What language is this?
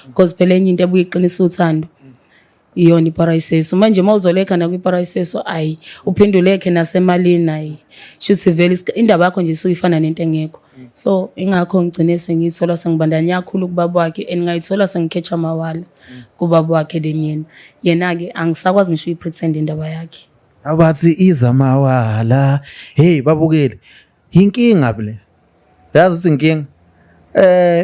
Zulu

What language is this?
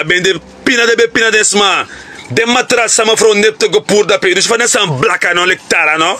Sranan Tongo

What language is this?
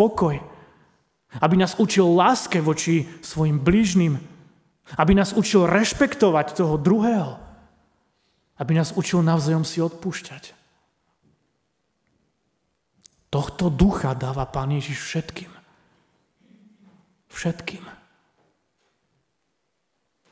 Slovak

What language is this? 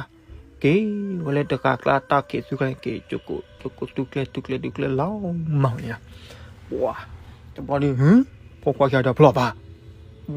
S'gaw Karen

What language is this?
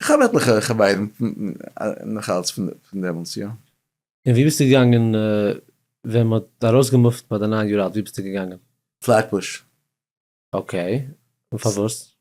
Yiddish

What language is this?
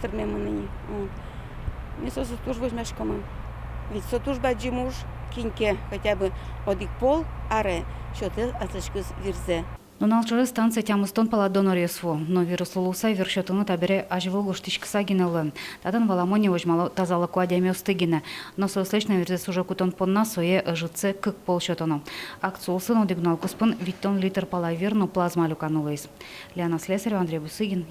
Udmurt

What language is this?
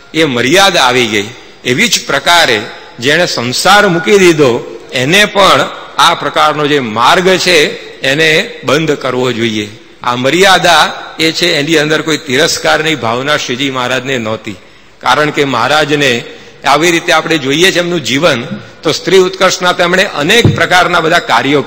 Gujarati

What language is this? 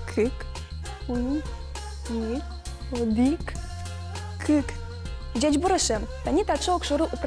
Udmurt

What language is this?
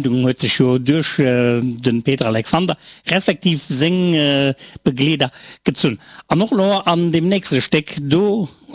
Luxembourgish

